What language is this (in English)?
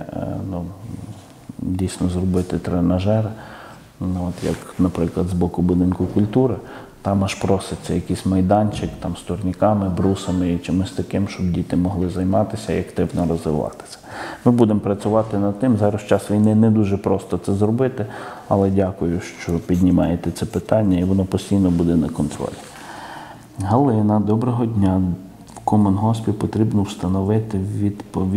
Ukrainian